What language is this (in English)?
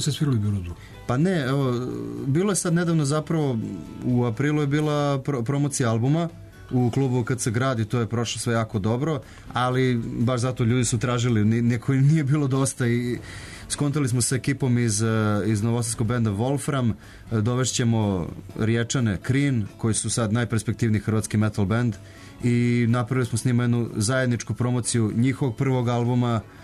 Serbian